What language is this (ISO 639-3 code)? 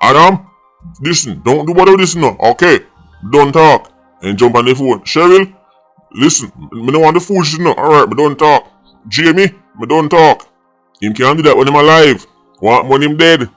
jam